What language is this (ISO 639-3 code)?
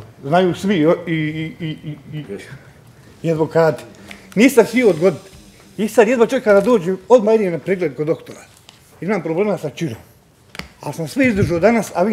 bos